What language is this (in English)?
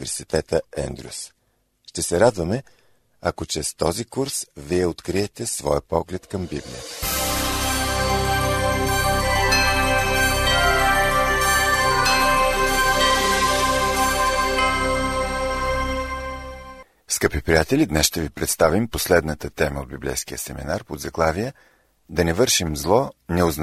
Bulgarian